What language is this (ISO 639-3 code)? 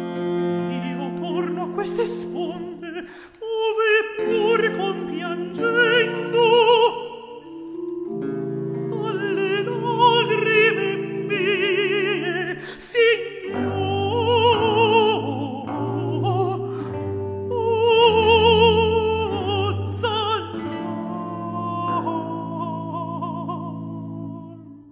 ita